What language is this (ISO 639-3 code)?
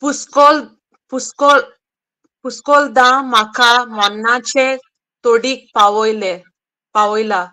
kok